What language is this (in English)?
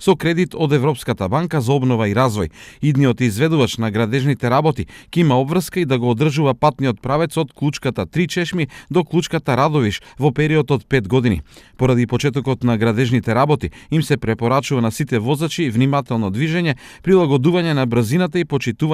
Macedonian